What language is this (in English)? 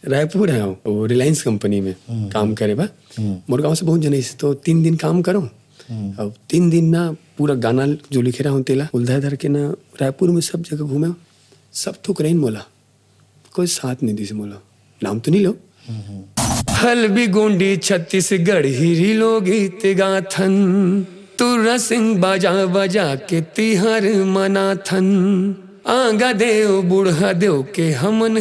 Chhattisgarhi